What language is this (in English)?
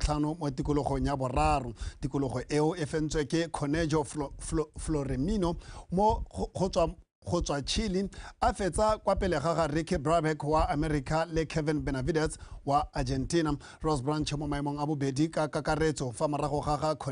Tswana